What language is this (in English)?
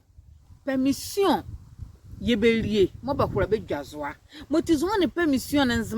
Nzima